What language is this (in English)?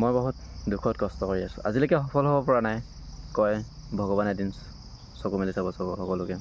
Assamese